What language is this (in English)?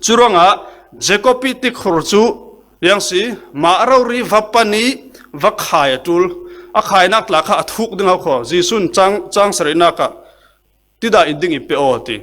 Falam Chin